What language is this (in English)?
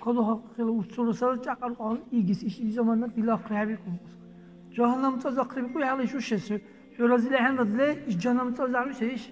Dargwa